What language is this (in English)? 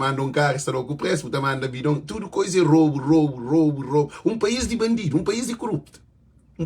Kabuverdianu